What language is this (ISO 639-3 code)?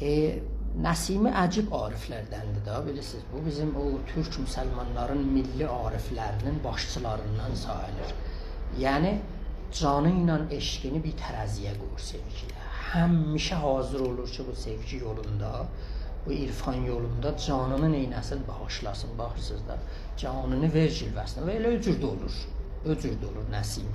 azb